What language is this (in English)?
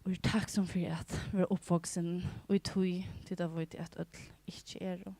Faroese